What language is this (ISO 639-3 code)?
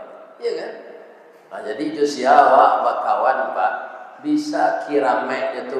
min